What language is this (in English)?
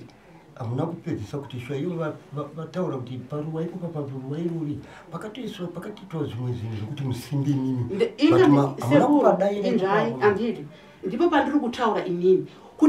Shona